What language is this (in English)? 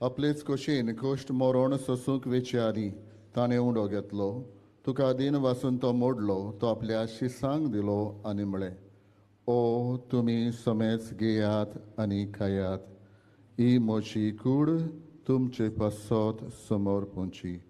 Konkani